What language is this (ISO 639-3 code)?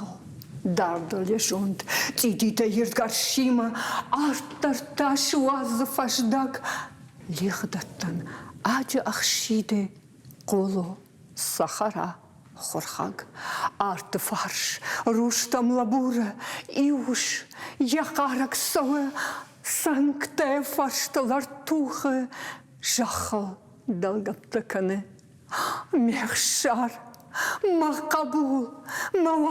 oss